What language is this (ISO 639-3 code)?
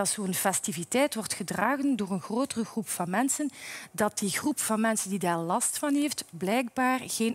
nld